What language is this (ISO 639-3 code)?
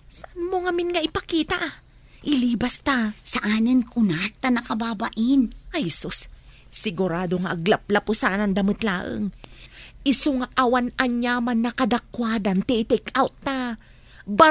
ilo